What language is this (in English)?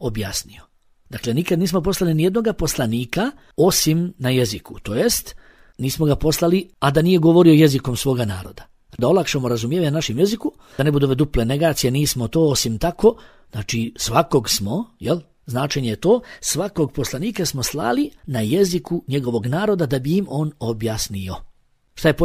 Bosnian